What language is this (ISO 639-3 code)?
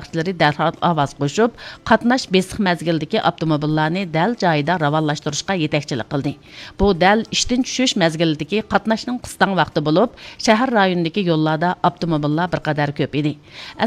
uig